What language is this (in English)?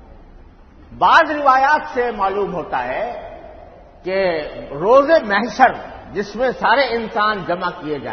Urdu